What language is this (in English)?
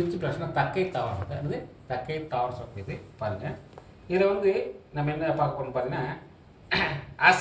Tamil